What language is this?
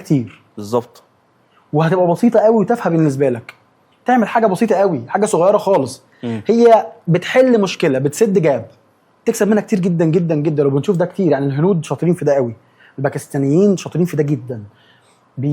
Egyptian Arabic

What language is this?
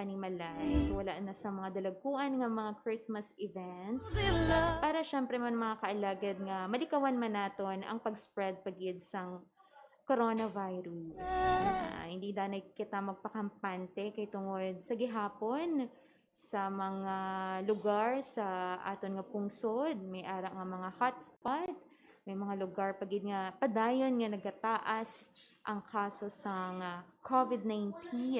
Hiligaynon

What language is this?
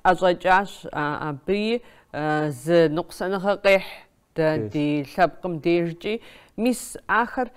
Kabardian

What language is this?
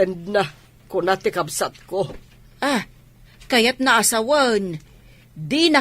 Iloko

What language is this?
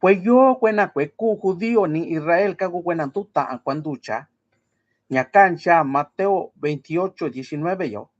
Mixtepec Mixtec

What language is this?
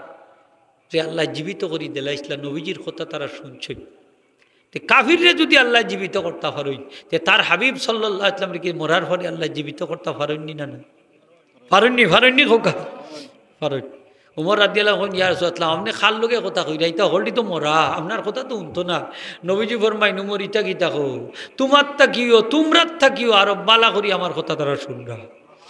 Sylheti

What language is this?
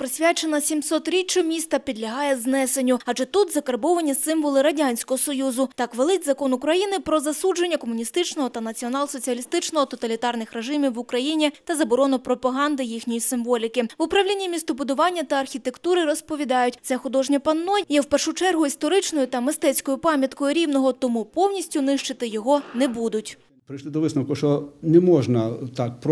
Ukrainian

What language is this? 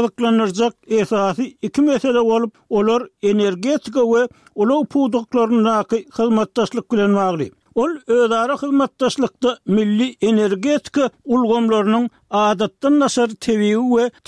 Turkmen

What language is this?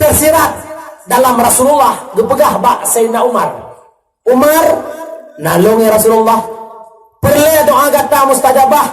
Achinese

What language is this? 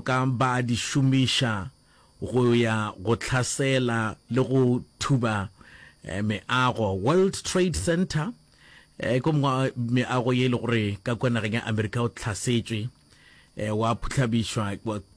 Northern Sotho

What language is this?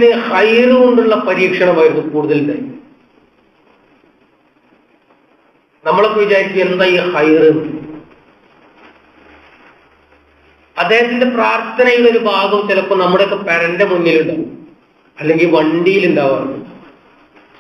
Malayalam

